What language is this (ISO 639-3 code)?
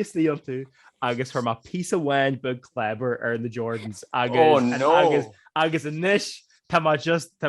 gle